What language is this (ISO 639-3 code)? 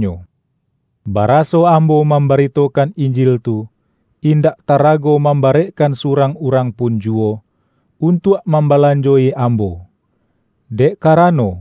min